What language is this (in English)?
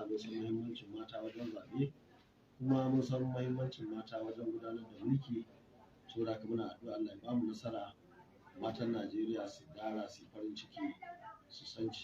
Hausa